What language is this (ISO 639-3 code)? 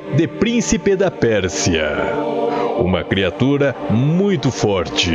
por